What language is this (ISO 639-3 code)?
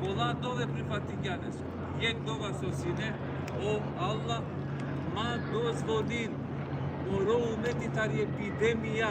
rmn